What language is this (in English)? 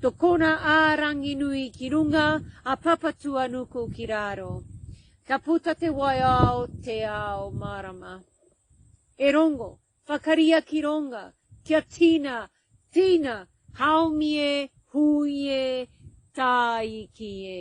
Māori